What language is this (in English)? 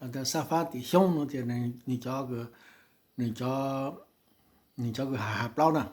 Hmong